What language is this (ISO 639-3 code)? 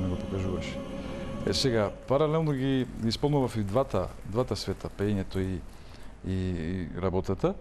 mkd